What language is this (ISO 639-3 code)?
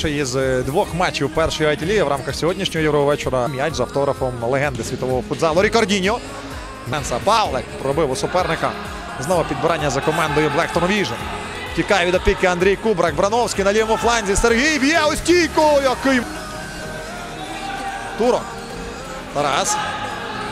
ukr